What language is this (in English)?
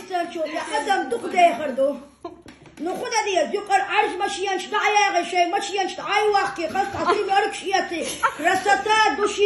Chechen